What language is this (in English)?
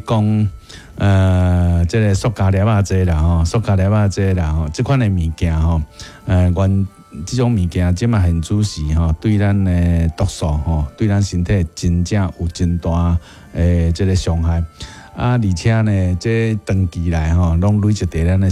Min Nan Chinese